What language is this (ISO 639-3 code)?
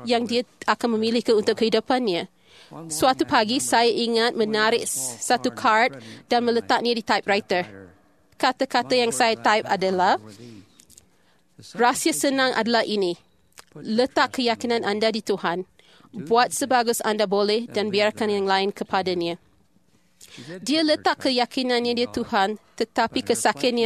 msa